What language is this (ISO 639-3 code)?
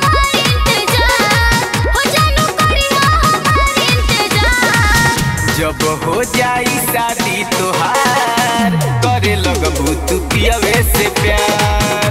bho